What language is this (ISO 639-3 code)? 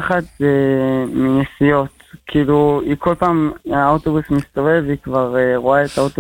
heb